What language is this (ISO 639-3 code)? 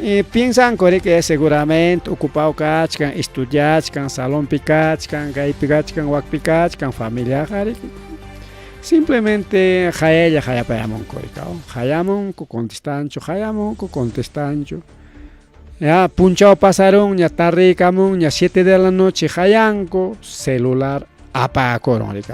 quy